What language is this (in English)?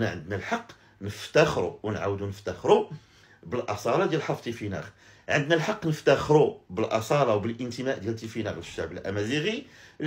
Moroccan Arabic